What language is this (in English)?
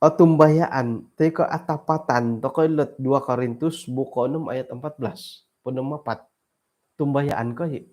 Central Dusun